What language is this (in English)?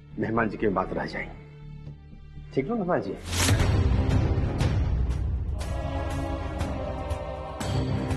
Bhojpuri